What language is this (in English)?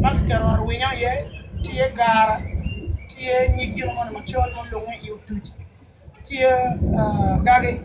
Acoli